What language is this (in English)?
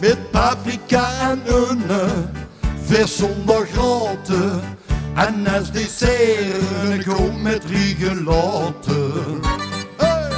Limburgish